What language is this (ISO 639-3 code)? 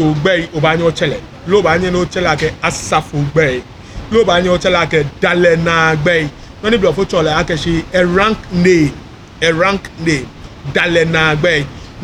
gaa